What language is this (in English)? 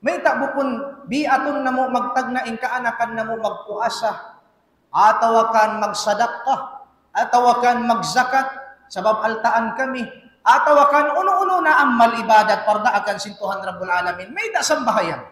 Tausug